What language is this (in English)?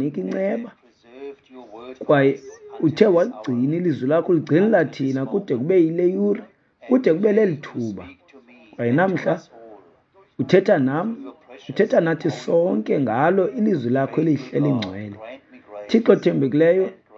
Xhosa